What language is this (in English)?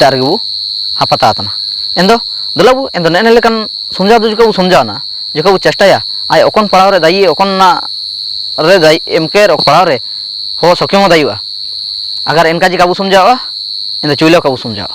Ho